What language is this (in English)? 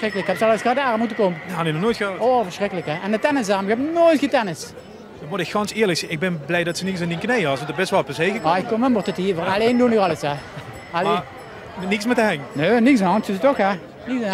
Limburgish